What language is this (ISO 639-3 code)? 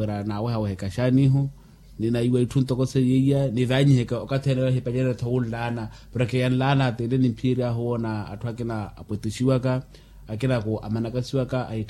vmw